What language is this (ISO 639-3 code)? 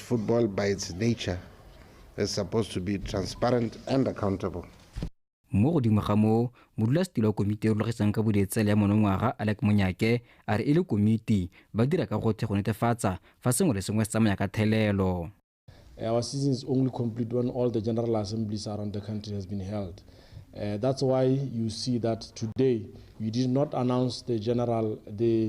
tsn